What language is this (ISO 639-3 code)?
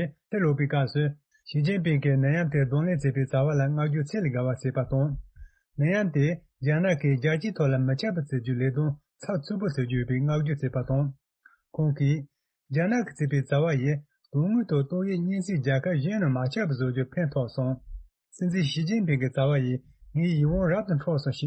bod